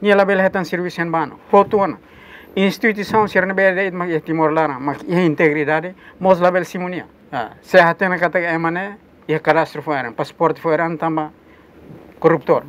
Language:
Tetum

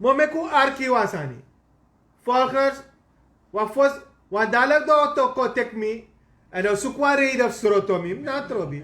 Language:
Sranan Tongo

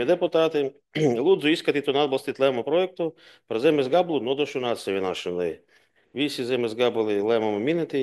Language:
Latvian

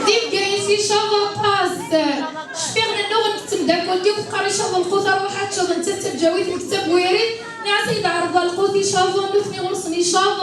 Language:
Kabyle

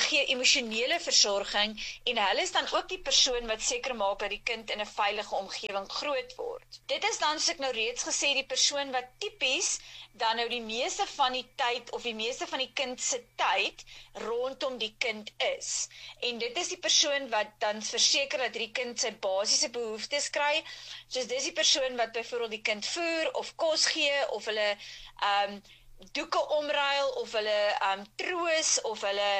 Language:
Afrikaans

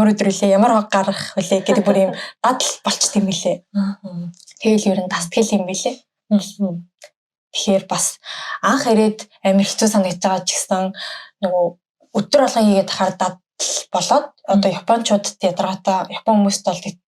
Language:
Mongolian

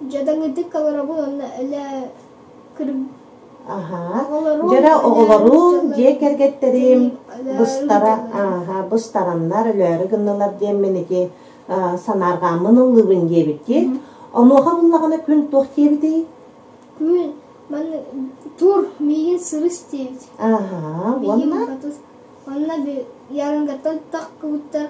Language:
Yakut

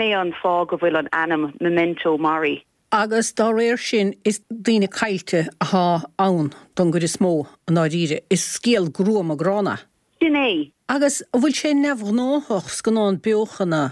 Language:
Irish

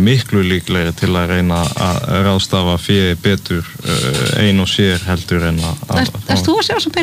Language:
Icelandic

